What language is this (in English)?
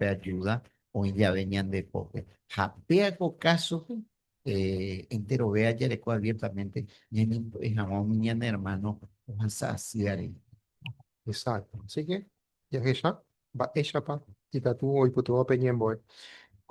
Guarani